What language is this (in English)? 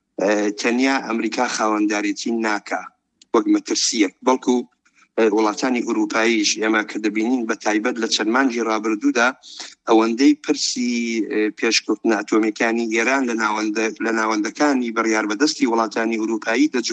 Central Kurdish